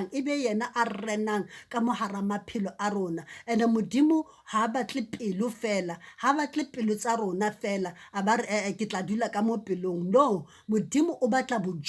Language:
Southern Sotho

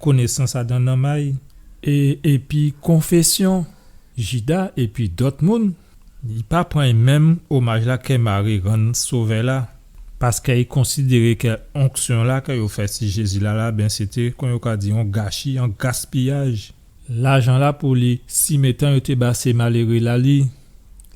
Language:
Guadeloupean Creole French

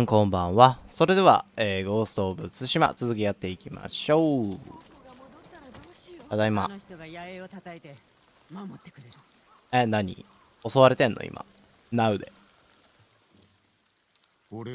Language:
Japanese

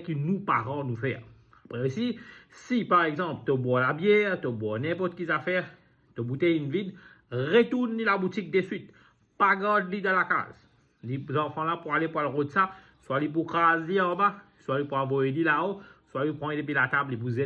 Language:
Morisyen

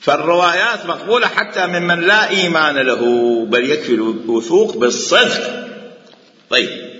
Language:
Mesopotamian Arabic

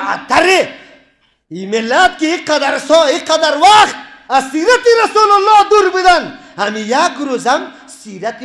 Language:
Persian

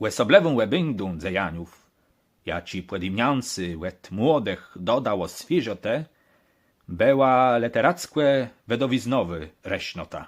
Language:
Kashubian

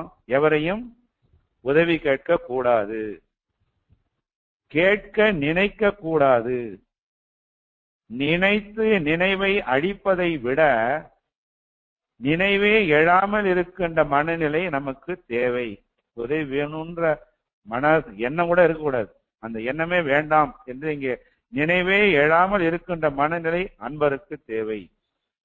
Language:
Tamil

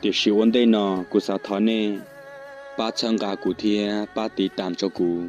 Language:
Hmong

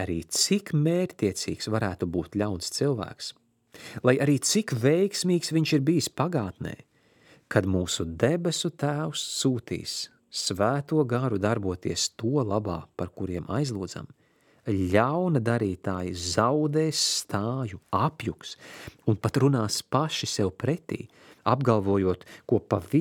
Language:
Latvian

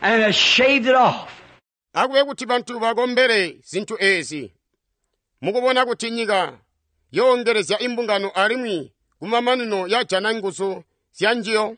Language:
Tonga (Zambia)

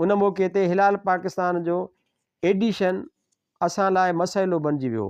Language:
Sindhi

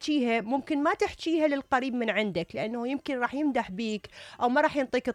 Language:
Mesopotamian Arabic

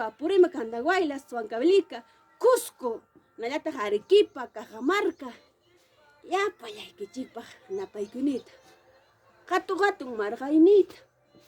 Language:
Ayacucho Quechua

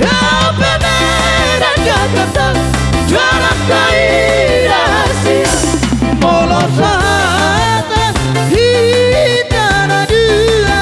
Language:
Batak Toba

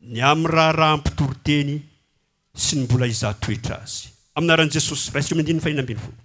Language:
Malagasy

